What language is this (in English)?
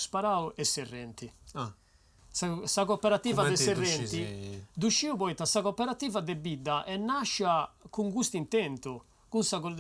Sardinian